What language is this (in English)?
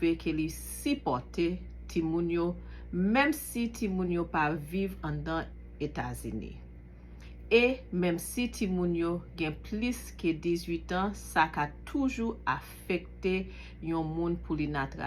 Haitian Creole